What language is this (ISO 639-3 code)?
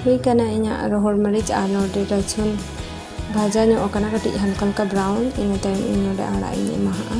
sat